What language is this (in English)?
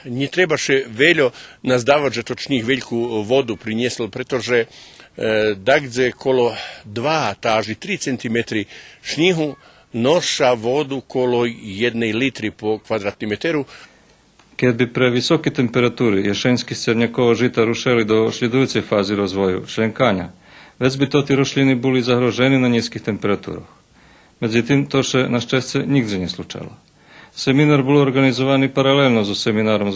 Rusyn